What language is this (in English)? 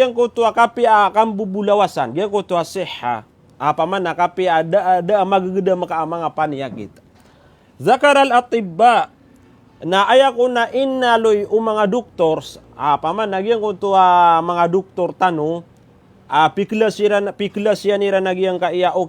Maranao